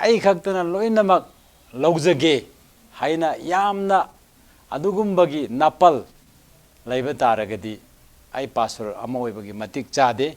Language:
Manipuri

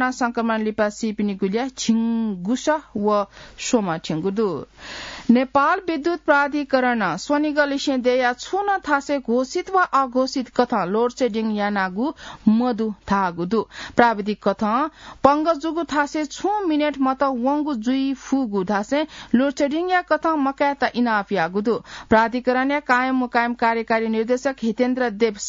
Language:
Newari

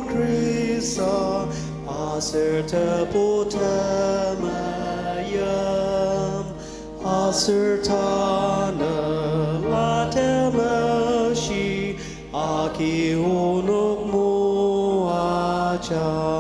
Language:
Ao Naga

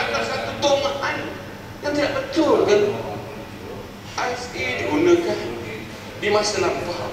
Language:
Malay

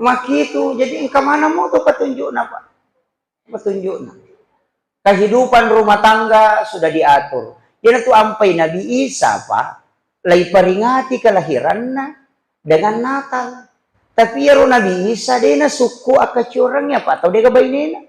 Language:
Buginese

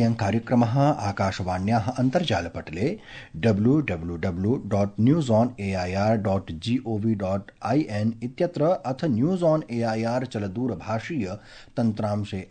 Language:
Sanskrit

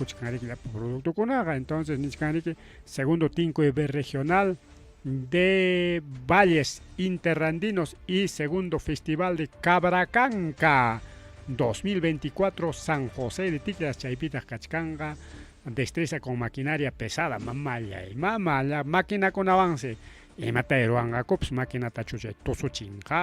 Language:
Ayacucho Quechua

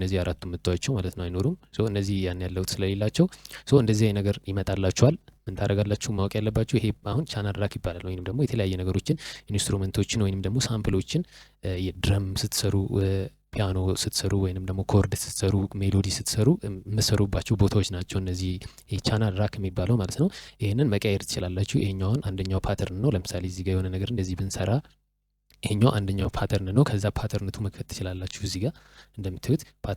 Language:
Amharic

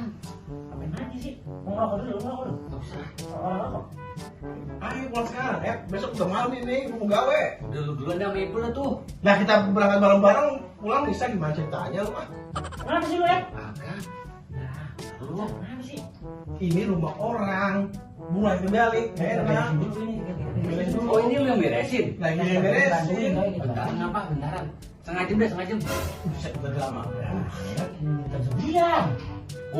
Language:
Betawi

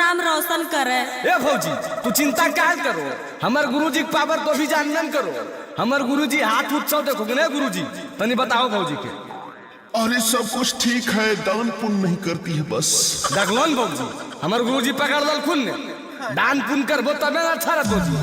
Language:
Magahi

